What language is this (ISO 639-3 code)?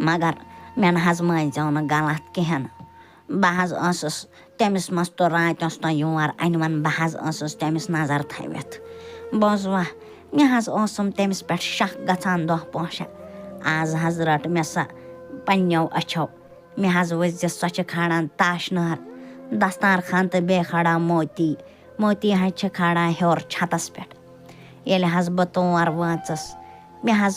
kas